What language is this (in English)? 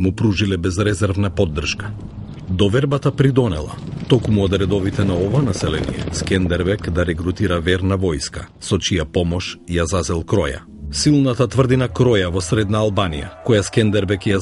Macedonian